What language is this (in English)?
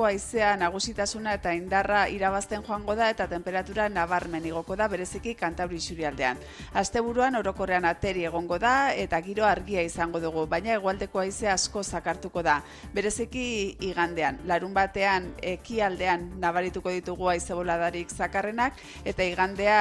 Basque